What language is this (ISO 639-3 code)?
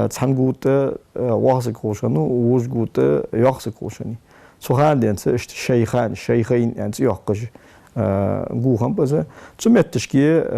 inh